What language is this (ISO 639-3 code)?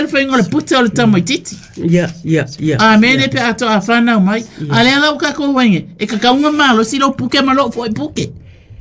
smo